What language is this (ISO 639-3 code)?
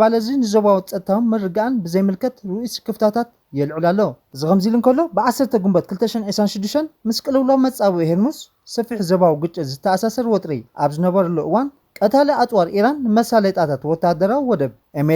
tir